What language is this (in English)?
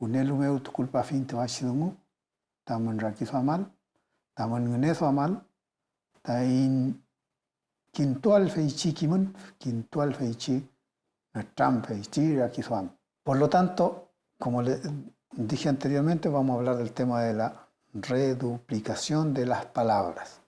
Mapuche